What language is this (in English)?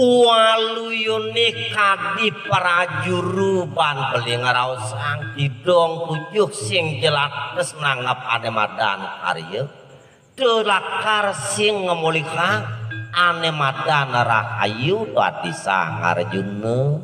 Balinese